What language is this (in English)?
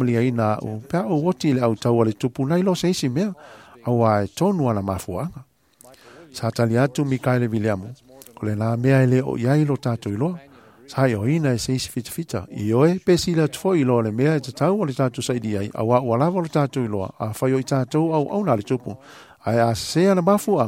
Samoan